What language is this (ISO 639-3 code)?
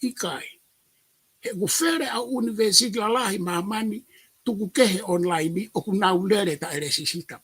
ton